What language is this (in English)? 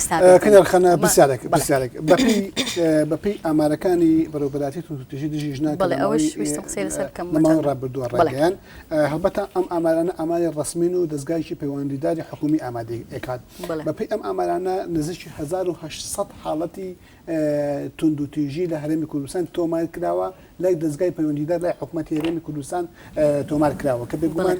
Central Kurdish